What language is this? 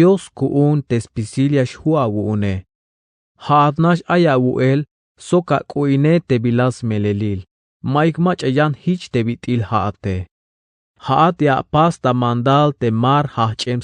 Tzeltal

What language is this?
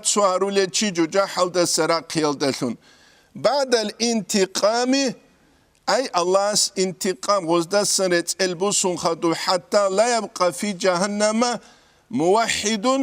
Avaric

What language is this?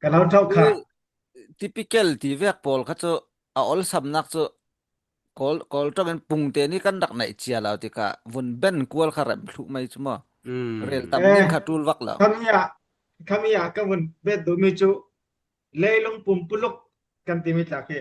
Falam Chin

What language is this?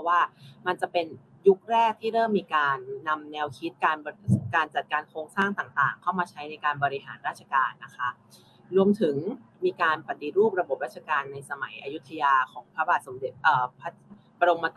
Thai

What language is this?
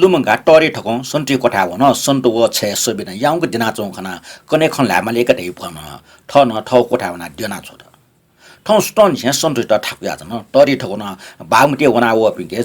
Newari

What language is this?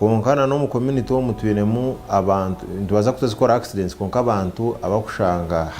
Nyankole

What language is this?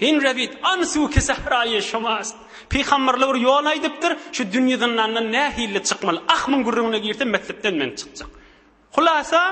Turkmen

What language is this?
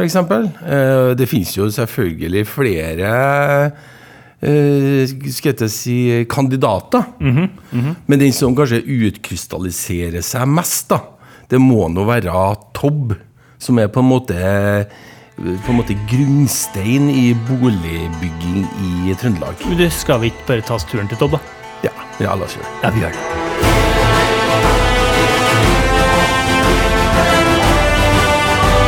Norwegian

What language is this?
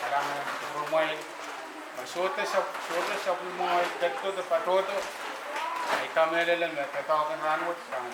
Pohnpeian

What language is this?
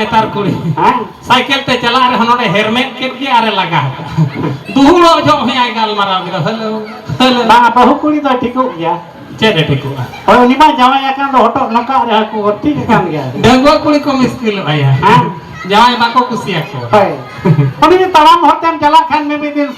Santali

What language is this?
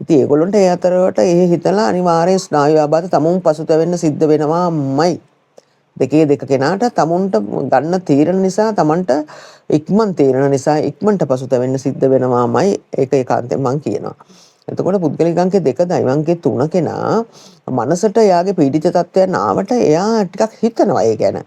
Sinhala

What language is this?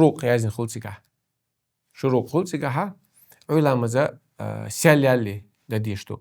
Chechen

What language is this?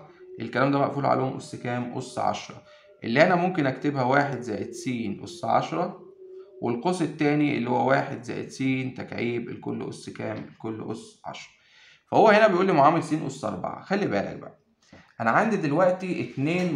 Egyptian Arabic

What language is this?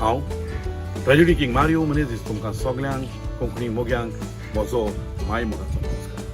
Konkani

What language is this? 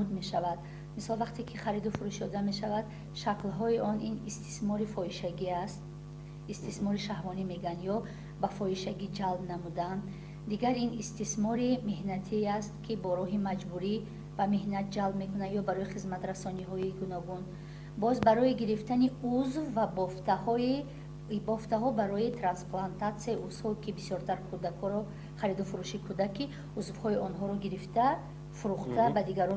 Tajik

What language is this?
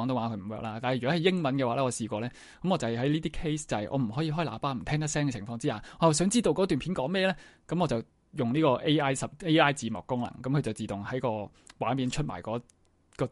Cantonese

